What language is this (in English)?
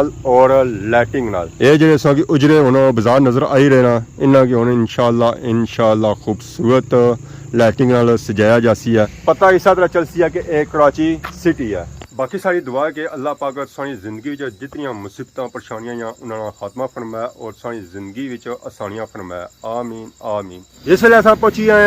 Pahari-Potwari